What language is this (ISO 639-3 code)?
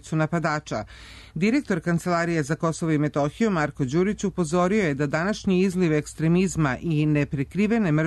srp